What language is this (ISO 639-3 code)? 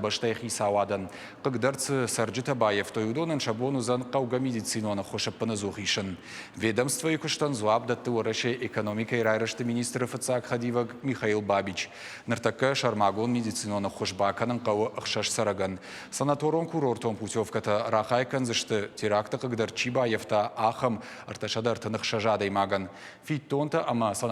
oss